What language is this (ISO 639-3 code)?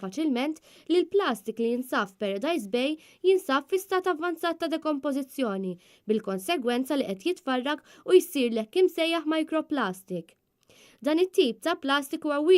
mlt